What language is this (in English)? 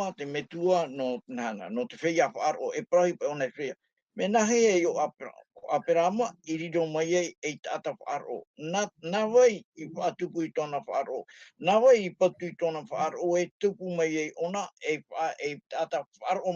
Tahitian